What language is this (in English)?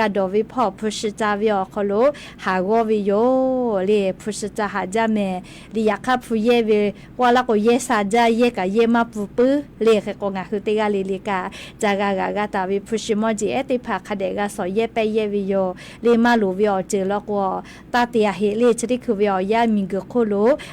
Lahu